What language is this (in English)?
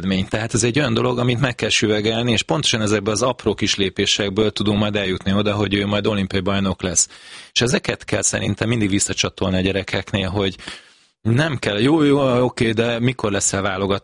Hungarian